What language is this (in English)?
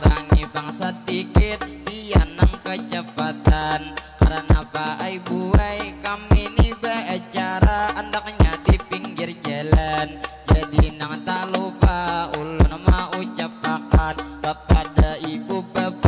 Banjar